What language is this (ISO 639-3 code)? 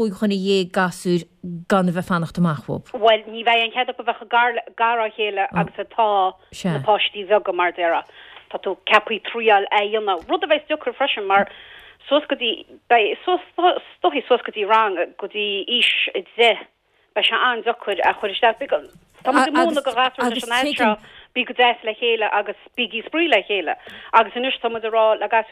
gle